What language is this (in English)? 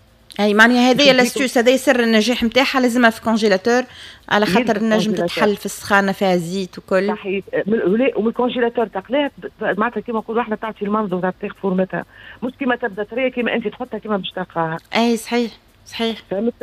Tunisian Arabic